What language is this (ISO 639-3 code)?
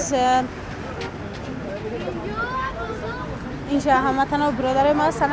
fas